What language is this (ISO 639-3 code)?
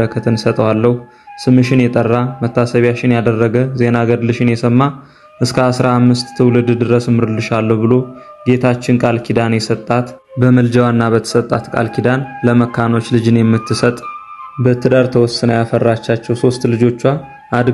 amh